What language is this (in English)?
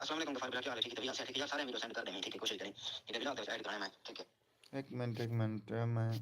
Saraiki